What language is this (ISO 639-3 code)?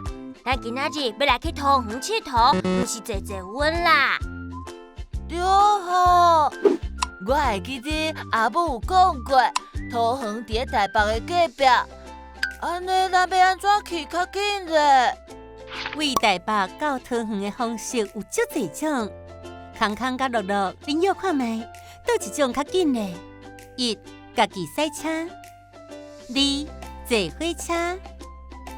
nan